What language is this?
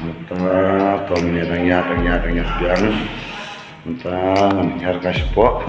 Khasi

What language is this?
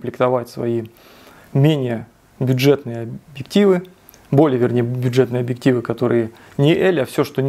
Russian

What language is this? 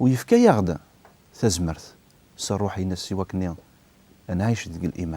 Kabyle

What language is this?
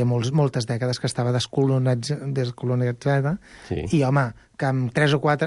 Catalan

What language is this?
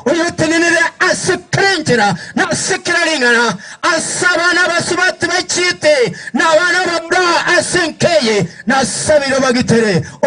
Gusii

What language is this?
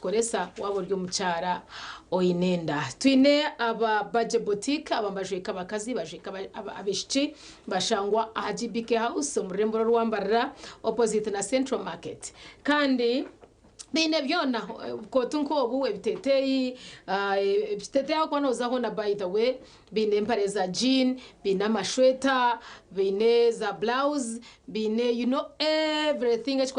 Nyankole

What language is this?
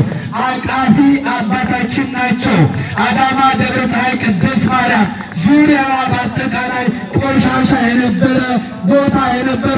Amharic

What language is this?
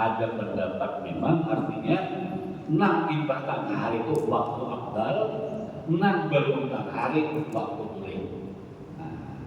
Banjar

